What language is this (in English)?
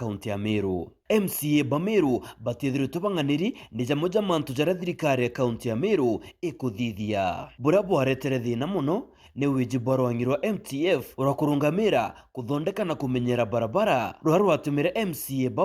Meru